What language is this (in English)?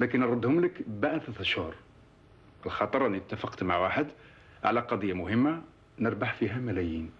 Algerian Arabic